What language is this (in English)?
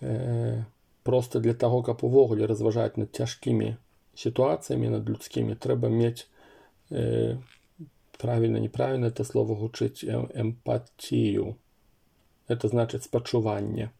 Belarusian